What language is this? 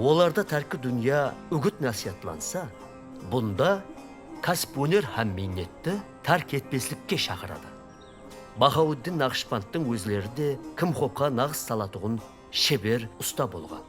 Kara-Kalpak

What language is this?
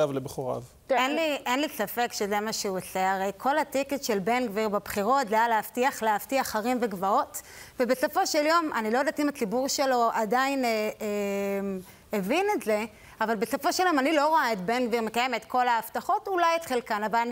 Hebrew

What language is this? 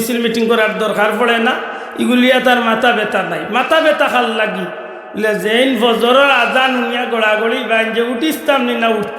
Sylheti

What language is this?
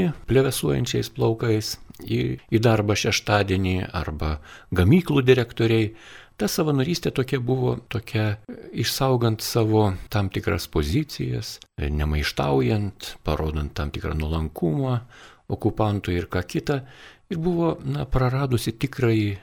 Lithuanian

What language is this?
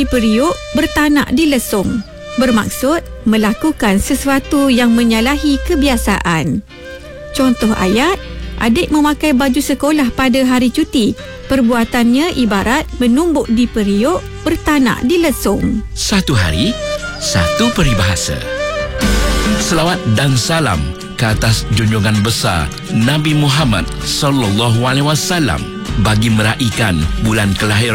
Malay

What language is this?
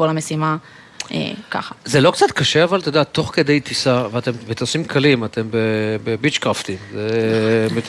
Hebrew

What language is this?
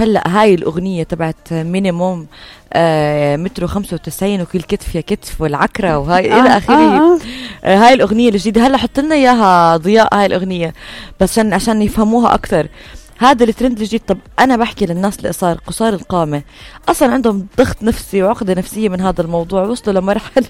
North Levantine Arabic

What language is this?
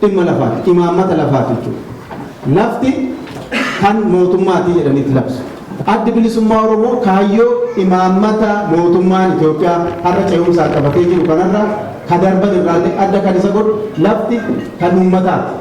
Oromo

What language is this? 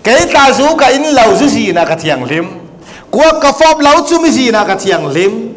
Falam Chin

